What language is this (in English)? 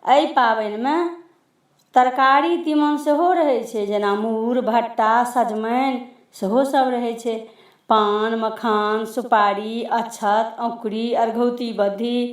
Maithili